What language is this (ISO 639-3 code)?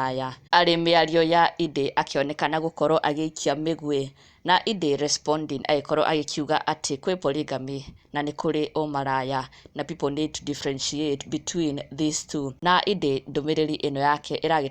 kik